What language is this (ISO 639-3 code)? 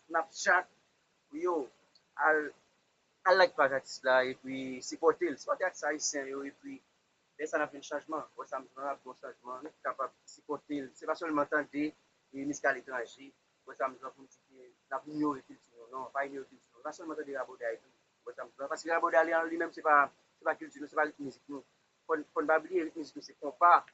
hat